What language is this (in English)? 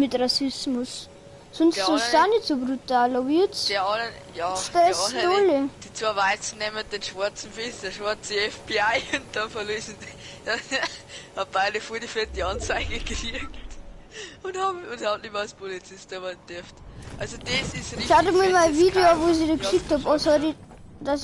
Bavarian